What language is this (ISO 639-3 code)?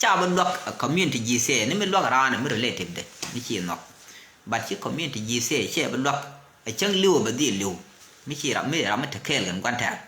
nus